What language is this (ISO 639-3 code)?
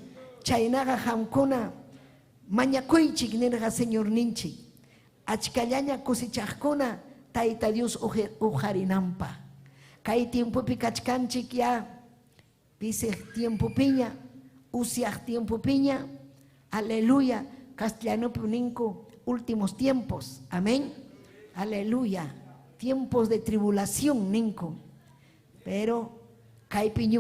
quy